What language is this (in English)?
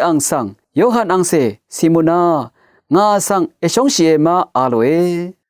Rawang